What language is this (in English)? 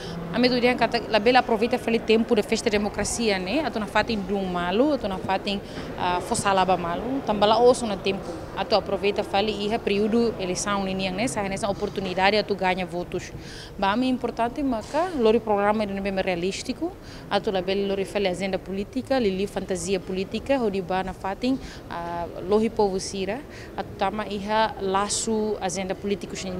Tetum